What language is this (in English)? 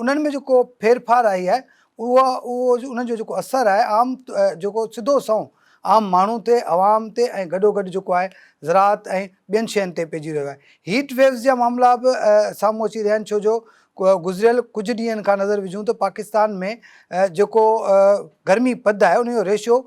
Sindhi